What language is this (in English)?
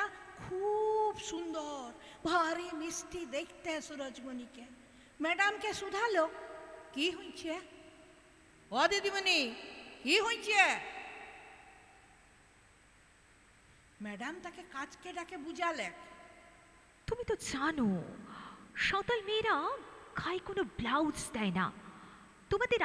Bangla